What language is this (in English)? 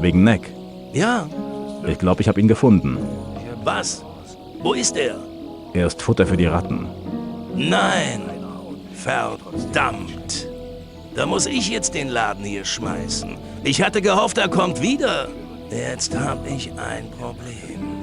Bavarian